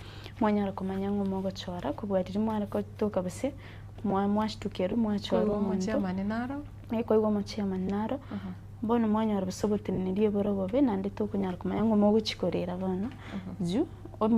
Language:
Gusii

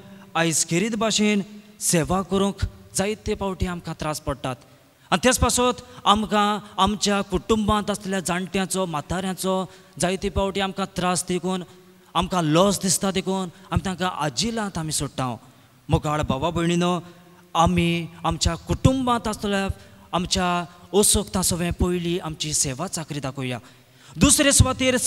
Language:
Konkani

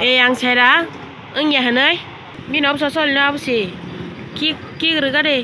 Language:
Kok Borok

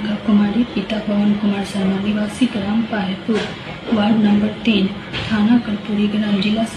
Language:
Maithili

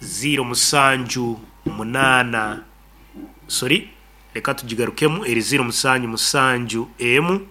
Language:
Nyankole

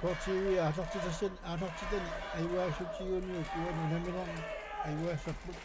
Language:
Kalaallisut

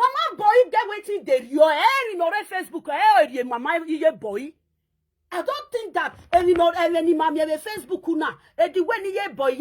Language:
Nigerian Pidgin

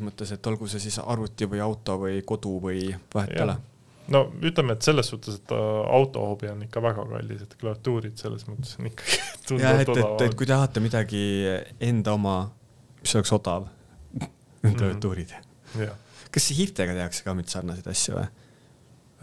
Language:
Estonian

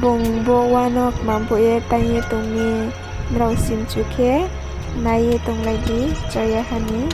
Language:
Riang (India)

